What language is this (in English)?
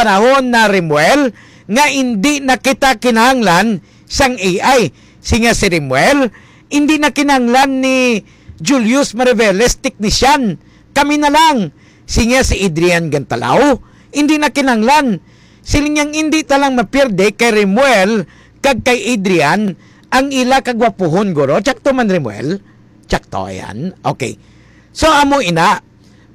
Hiligaynon